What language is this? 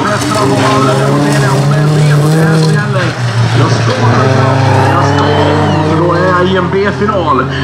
Swedish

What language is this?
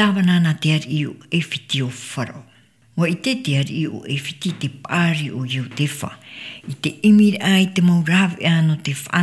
Tahitian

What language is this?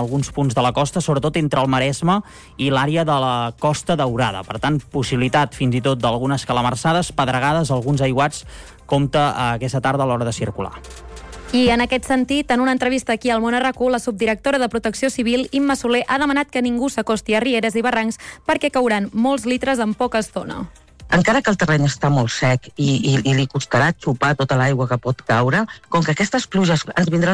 Catalan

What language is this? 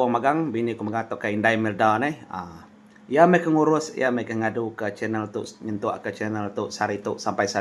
Iban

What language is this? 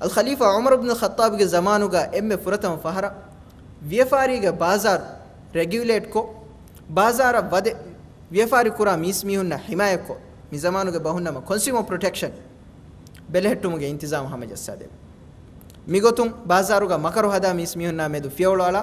Divehi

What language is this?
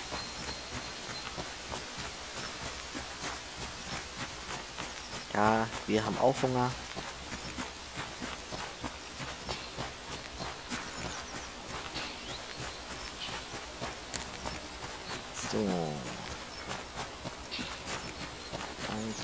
German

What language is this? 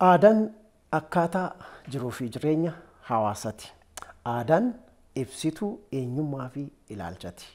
Oromo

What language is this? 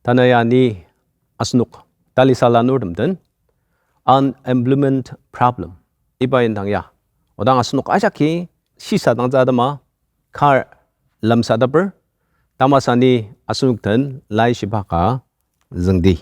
Ao Naga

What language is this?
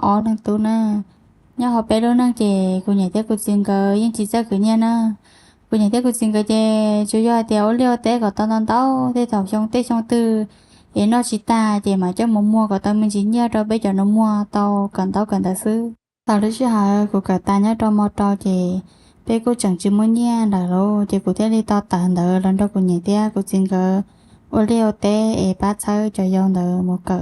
Hmong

